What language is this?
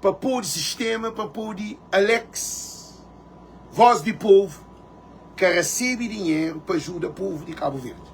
Kabuverdianu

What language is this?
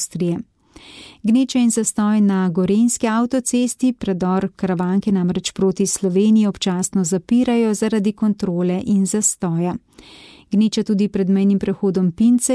Slovenian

